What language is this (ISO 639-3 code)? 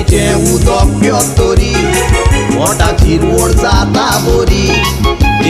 kok